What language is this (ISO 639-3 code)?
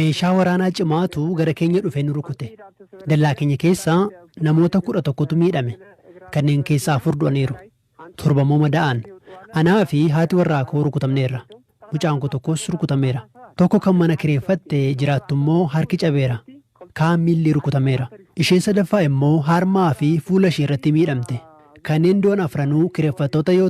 orm